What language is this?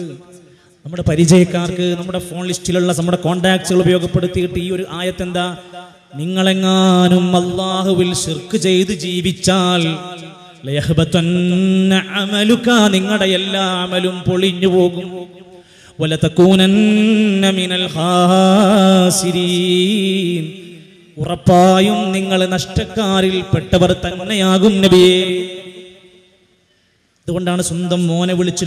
Malayalam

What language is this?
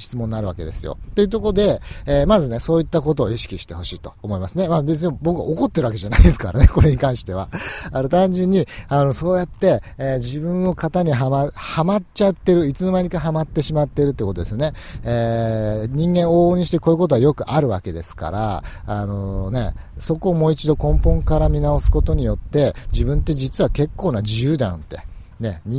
Japanese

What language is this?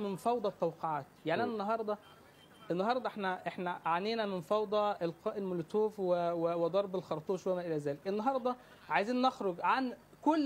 Egyptian Arabic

